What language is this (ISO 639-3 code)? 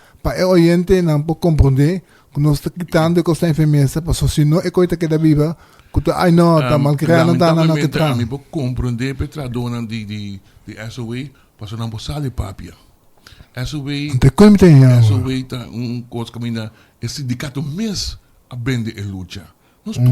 pap